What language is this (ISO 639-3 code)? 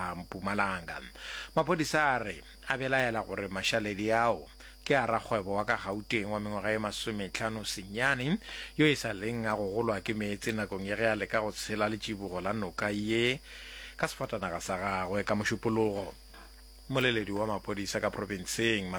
nso